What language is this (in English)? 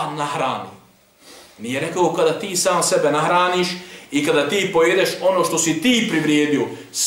Bosnian